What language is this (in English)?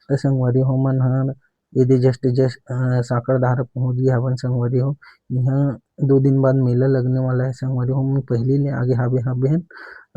Chhattisgarhi